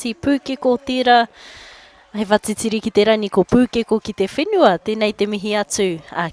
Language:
Māori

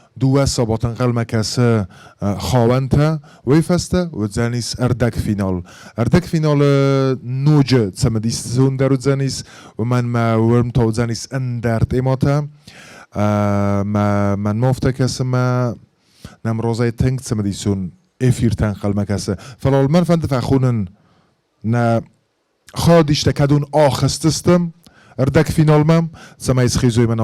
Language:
Ossetic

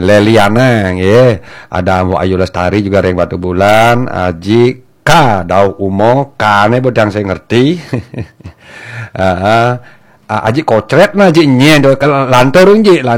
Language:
Balinese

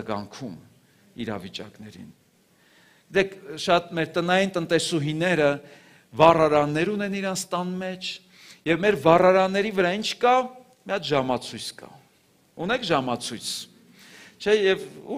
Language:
Armenian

